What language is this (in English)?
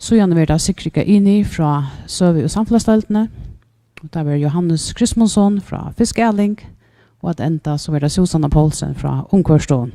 Faroese